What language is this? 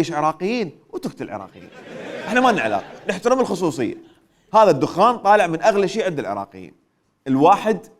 Mesopotamian Arabic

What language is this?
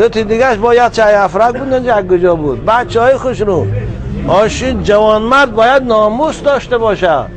Tajik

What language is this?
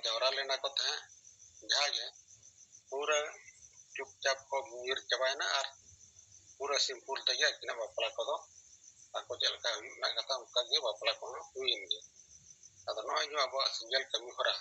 Santali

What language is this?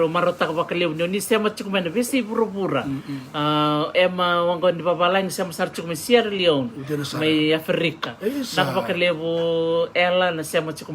Fijian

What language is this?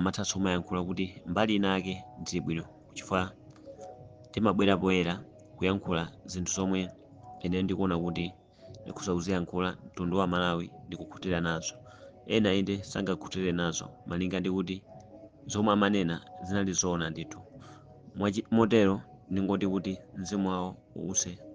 Nyanja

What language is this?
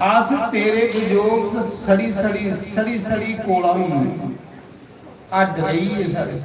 Dogri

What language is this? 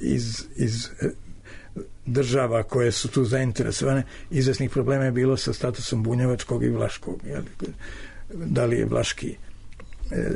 Serbian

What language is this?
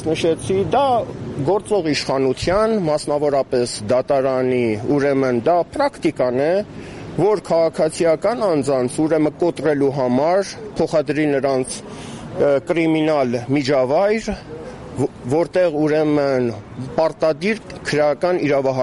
Armenian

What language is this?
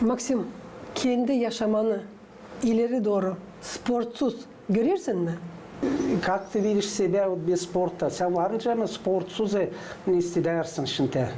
Gagauz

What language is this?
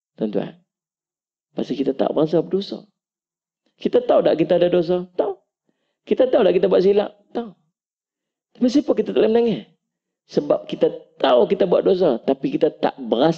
Malay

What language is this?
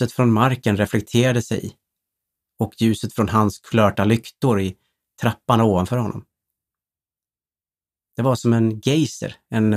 Swedish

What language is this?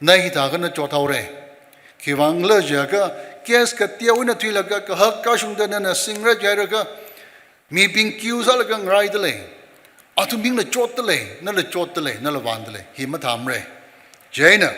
Tangkhul Naga (India)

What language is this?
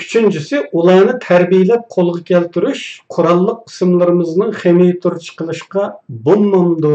Uyghur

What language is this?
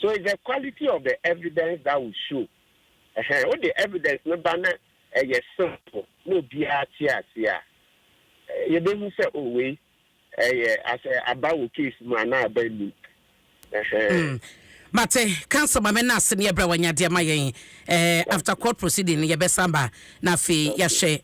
Akan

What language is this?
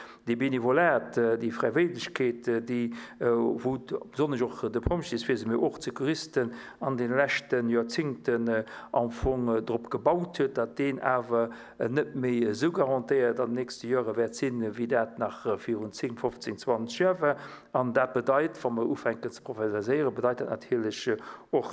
Luxembourgish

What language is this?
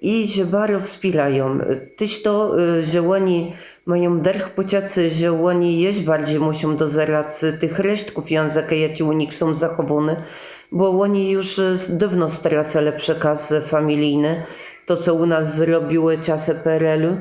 Kashubian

